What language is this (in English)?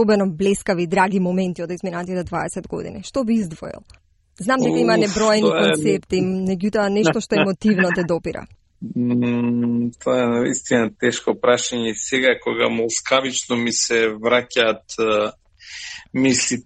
Macedonian